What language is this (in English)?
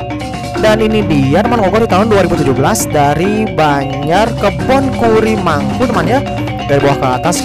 Indonesian